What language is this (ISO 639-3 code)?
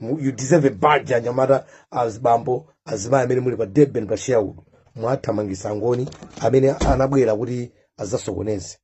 nya